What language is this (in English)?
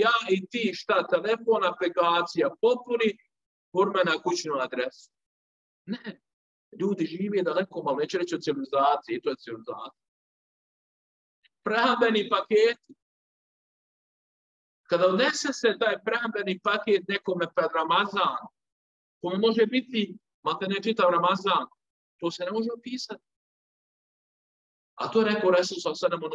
Bosnian